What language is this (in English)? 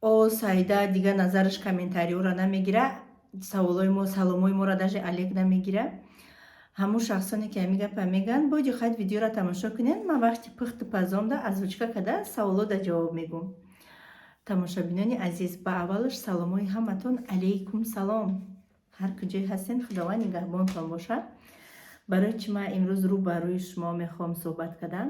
Tajik